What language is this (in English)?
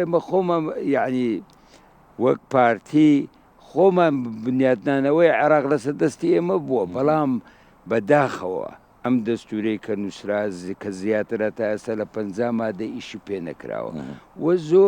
Central Kurdish